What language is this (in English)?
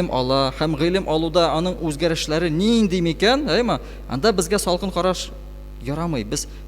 Tatar